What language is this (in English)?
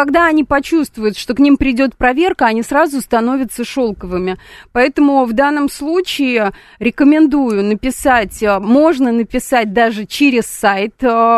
Russian